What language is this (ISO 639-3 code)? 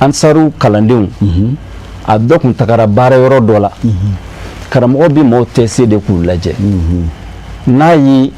bam